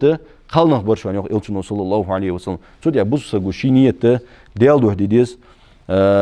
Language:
Ingush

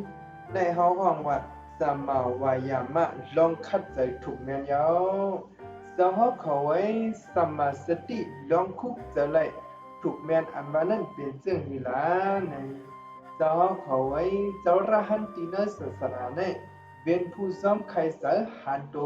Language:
Shan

